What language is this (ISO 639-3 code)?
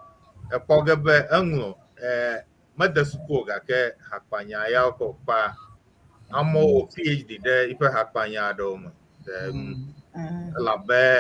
ewe